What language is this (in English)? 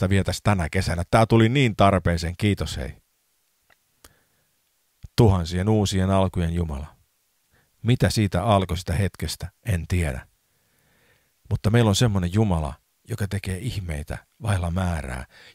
Finnish